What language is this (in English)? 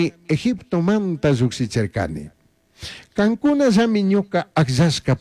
Chimborazo Highland Quichua